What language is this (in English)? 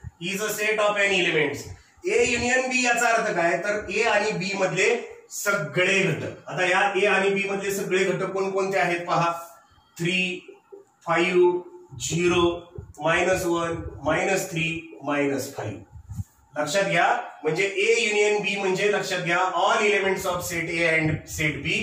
Marathi